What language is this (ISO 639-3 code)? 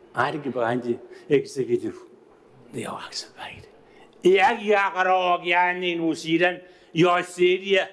gil